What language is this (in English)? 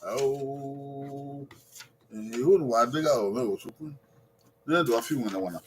Bini